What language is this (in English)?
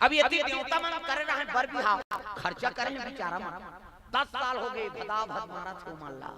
Chhattisgarhi